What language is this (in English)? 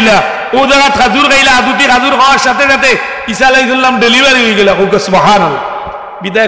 Sylheti